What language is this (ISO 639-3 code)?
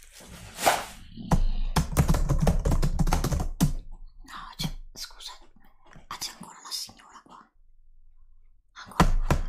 ita